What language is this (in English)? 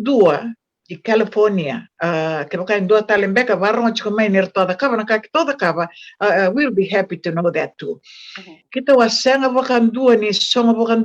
Fijian